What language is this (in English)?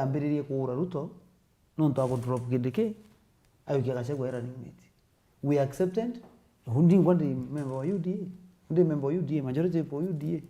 Meru